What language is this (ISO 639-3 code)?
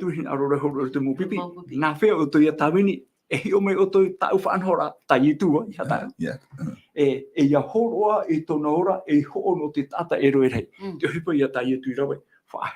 tah